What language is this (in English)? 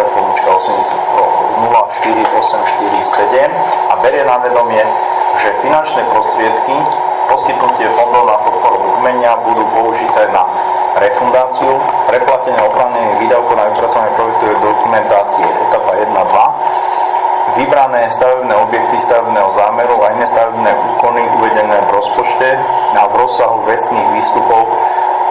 Slovak